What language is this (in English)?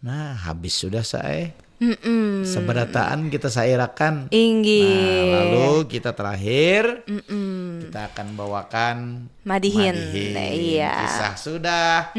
Banjar